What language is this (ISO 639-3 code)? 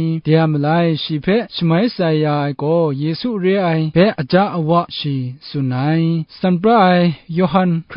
kac